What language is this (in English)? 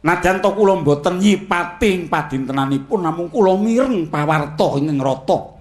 Javanese